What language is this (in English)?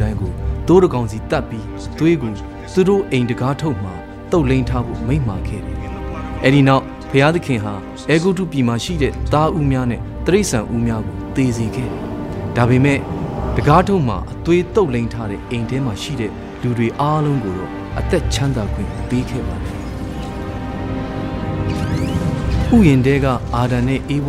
Burmese